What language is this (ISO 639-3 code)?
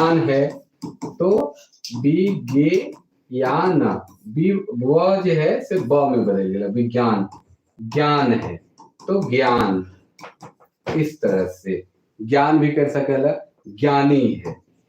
sck